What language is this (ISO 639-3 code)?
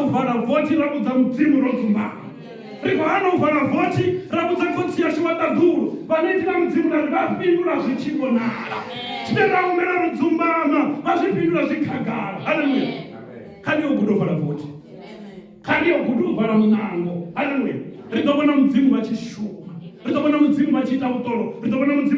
ven